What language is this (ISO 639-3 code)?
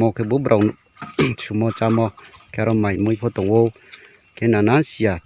ria